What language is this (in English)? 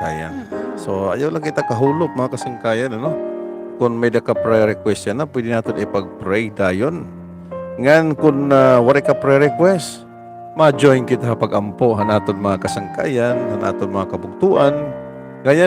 Waray